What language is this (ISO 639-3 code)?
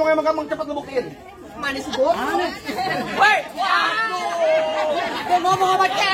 bew